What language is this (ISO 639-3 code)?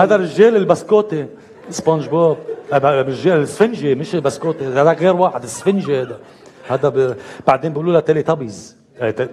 apc